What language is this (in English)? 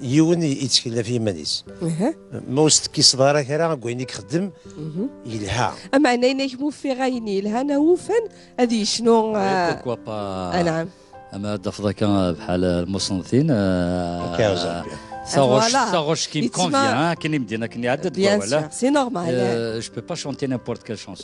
Kabyle